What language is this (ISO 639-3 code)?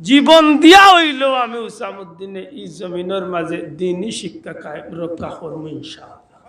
syl